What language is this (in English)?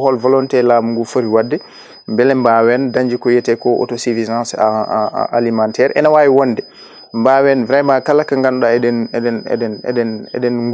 Fula